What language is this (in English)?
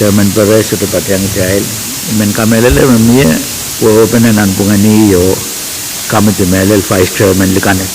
Pohnpeian